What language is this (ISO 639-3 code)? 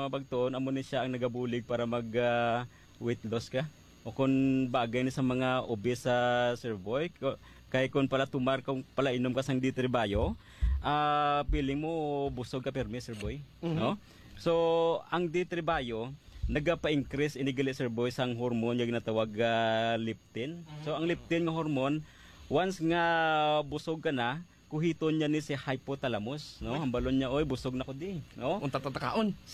hil